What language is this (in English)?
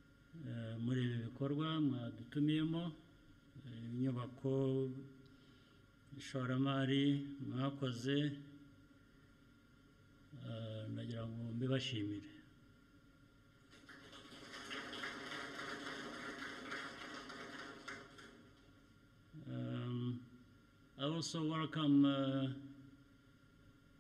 Kinyarwanda